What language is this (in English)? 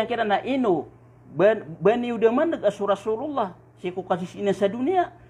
Maranao